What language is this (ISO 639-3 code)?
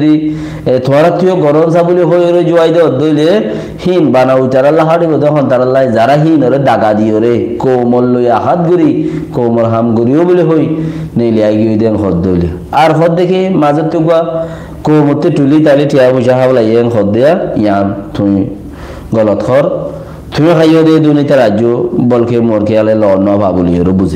rhg